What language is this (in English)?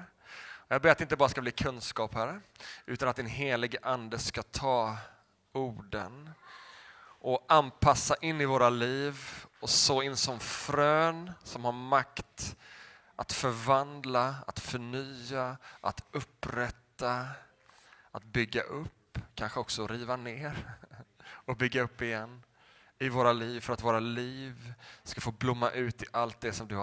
Swedish